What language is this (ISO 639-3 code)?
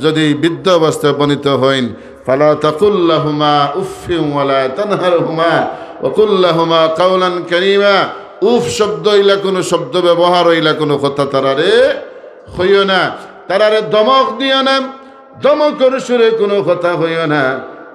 syl